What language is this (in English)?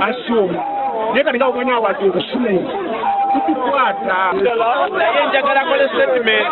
Ganda